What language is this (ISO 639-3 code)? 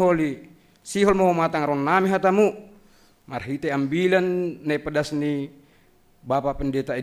bts